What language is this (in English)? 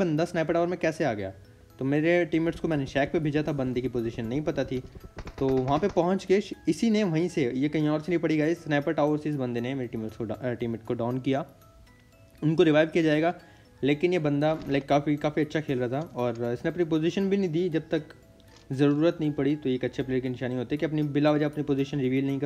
Hindi